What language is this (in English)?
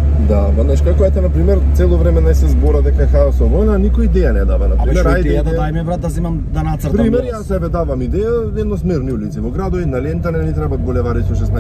Macedonian